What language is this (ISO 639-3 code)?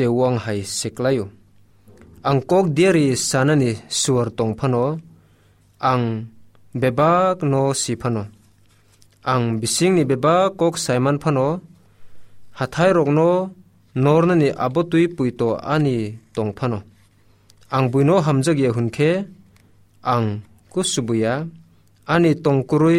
trp